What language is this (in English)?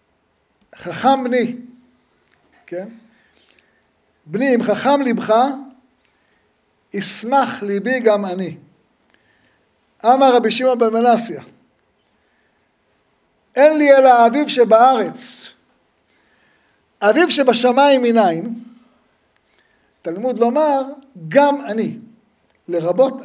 Hebrew